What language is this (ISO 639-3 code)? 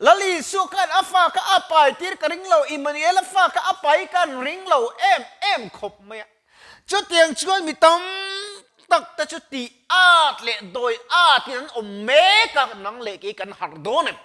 lus